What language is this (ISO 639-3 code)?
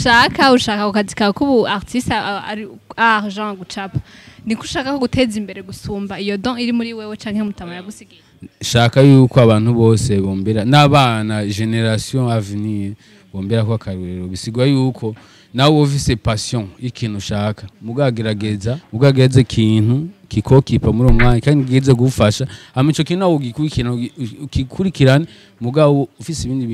run